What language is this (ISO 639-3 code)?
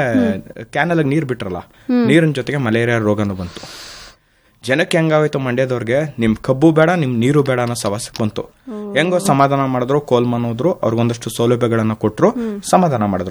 kan